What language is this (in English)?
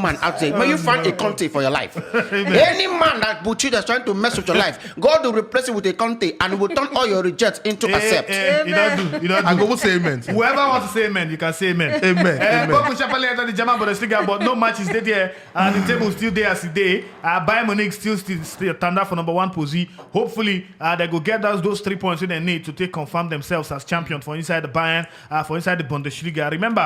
Nigerian Pidgin